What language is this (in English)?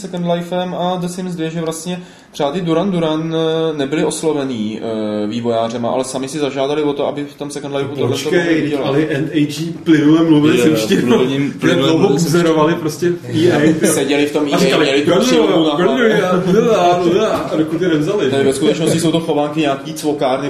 Czech